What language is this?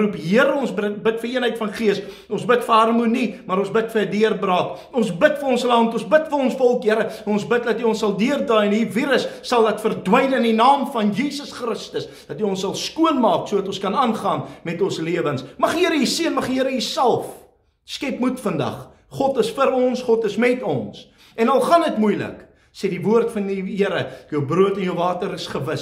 Afrikaans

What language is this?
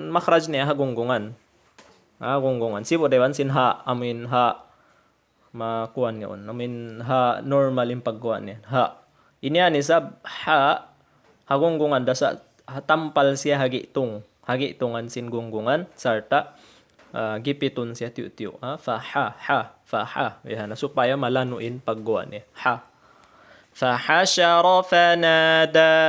Tausug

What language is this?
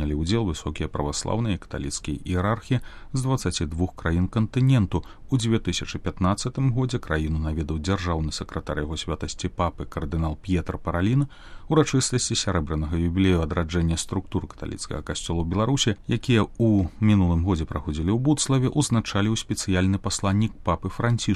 Belarusian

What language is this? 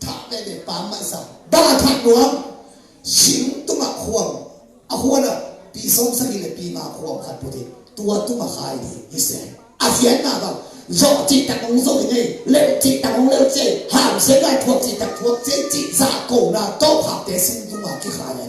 Tedim Chin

